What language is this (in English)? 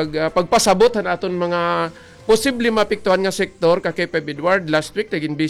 Waray